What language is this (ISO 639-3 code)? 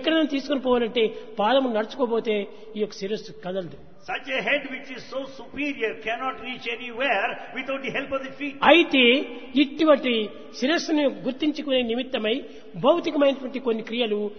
tel